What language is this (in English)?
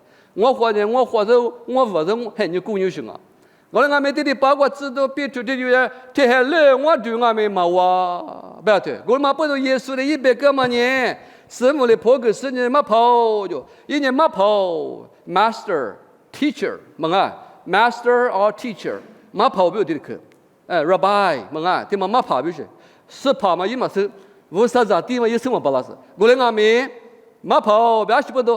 Lisu